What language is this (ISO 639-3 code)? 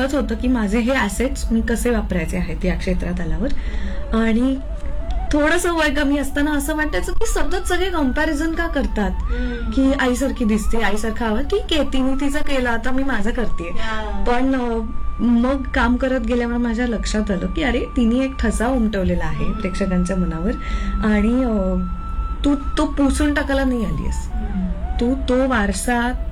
mar